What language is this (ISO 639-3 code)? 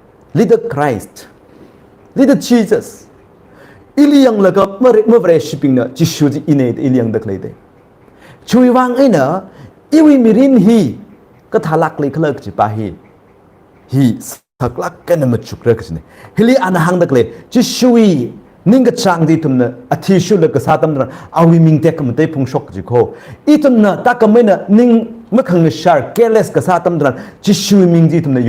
nmf